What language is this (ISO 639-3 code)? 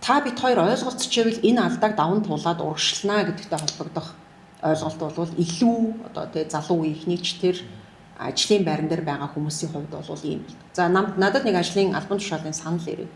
mon